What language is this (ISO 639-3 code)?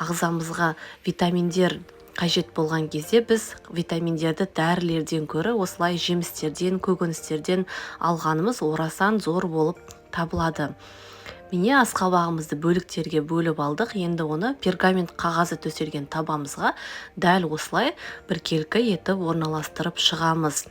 kaz